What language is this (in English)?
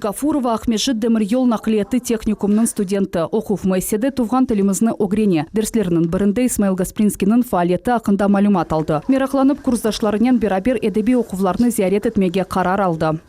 Crimean Tatar